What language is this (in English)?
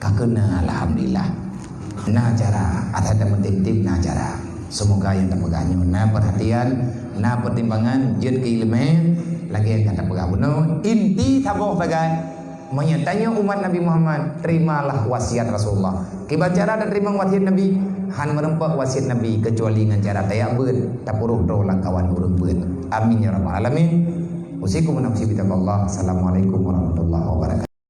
Achinese